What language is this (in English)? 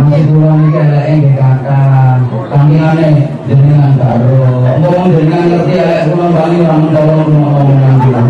Javanese